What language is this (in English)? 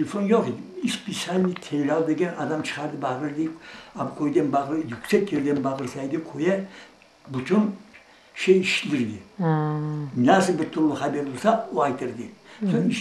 Crimean Tatar